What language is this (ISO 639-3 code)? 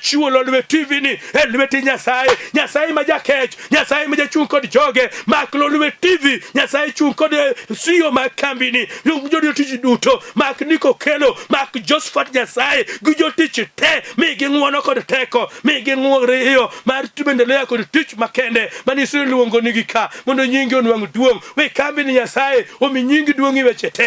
luo